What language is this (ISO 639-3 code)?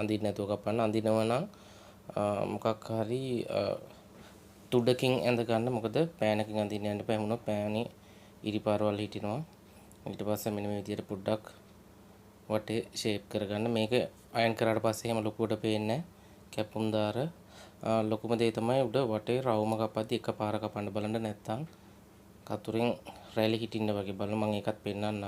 sin